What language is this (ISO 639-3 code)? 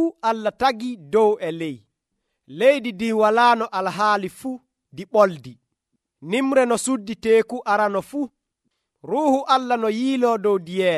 fuv